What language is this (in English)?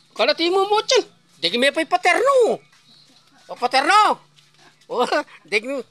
Pampanga